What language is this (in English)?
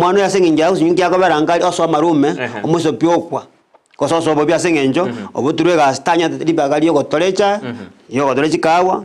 Gusii